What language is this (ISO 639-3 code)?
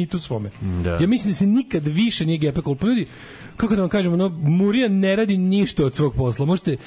srp